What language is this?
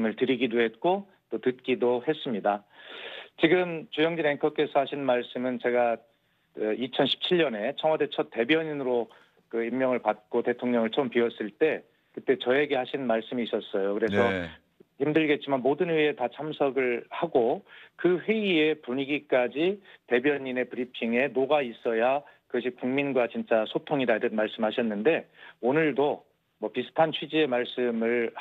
Korean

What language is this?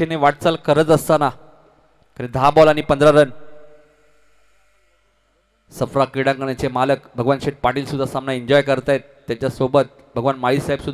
Marathi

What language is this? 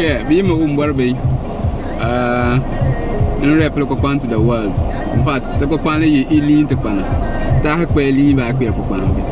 Konkomba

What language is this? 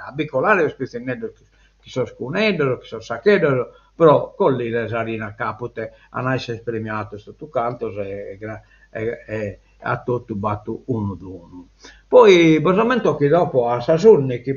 Sardinian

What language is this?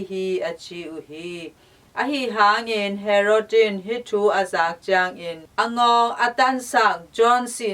Tedim Chin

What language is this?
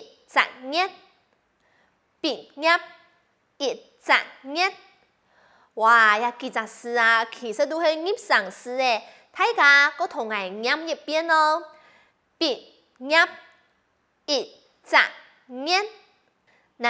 Hakka Chinese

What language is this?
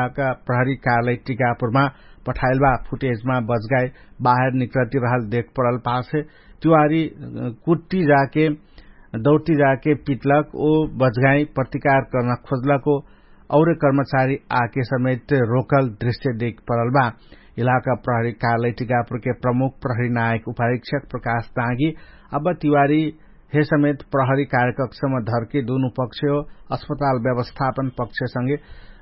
Dangaura Tharu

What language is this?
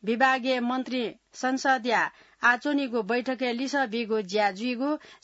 Newari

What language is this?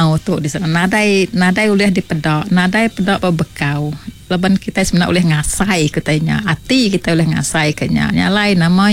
Iban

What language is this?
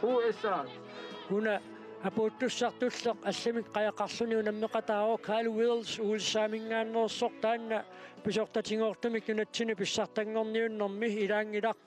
Kalaallisut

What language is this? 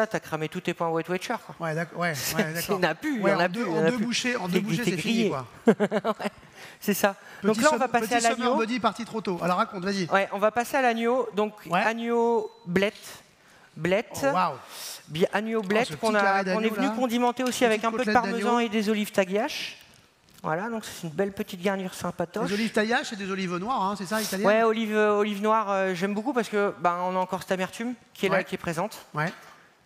French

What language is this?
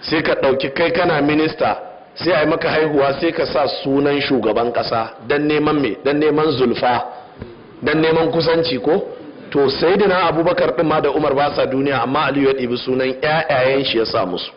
Hausa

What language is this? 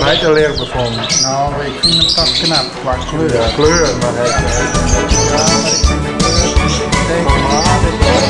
Western Frisian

